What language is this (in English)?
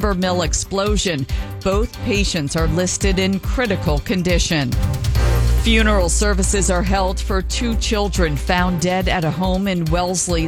English